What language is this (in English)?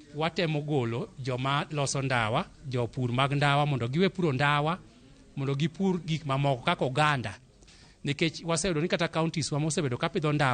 Luo (Kenya and Tanzania)